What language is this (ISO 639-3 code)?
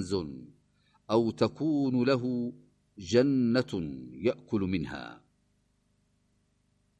ara